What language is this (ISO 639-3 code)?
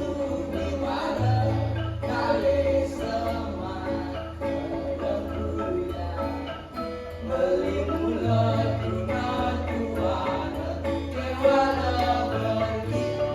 ban